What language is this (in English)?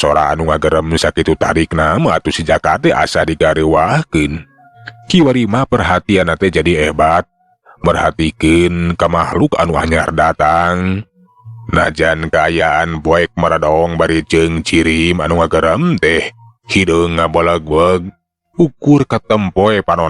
Sundanese